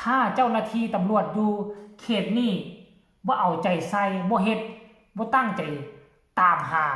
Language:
Northeastern Thai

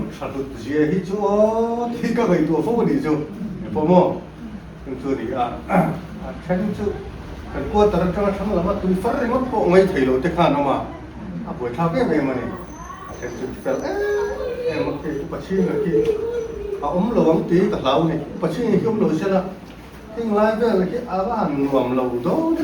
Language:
Mizo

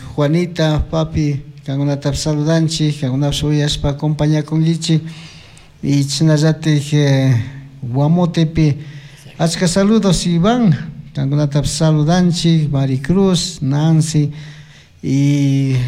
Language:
Chimborazo Highland Quichua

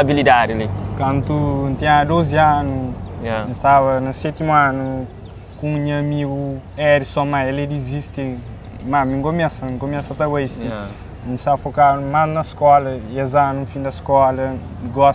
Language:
Kabuverdianu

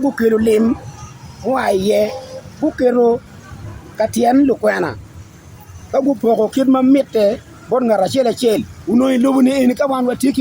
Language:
Acoli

